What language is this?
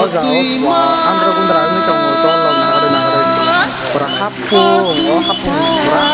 Kok Borok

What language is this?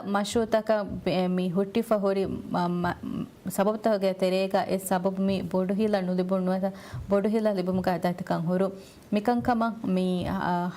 Divehi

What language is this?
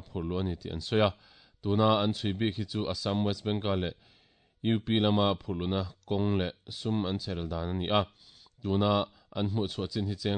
Mizo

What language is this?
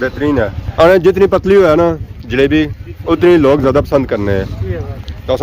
Pahari-Potwari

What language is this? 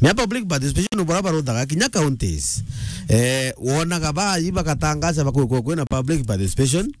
Meru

